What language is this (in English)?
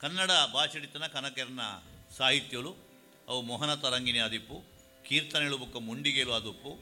Tulu